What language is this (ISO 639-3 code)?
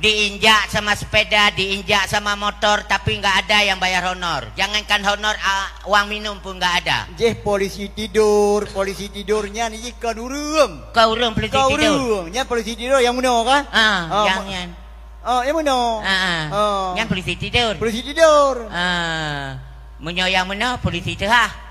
ace